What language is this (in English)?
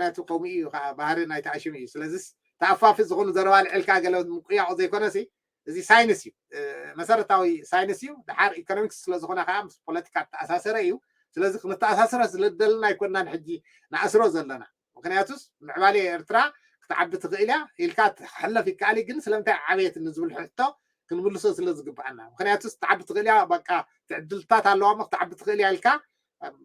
Tigrinya